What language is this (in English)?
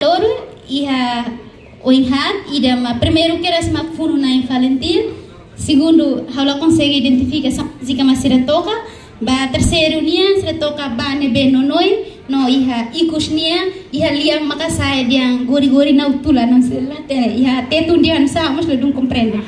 Tetum